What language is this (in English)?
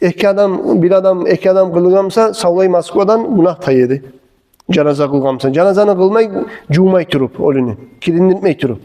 Kumyk